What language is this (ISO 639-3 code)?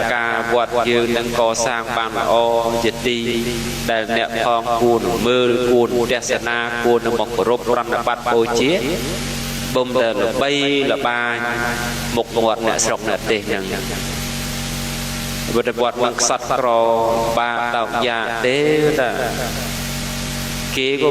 khm